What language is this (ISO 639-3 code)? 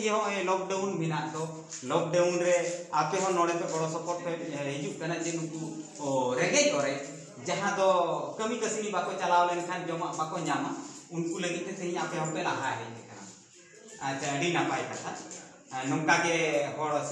sat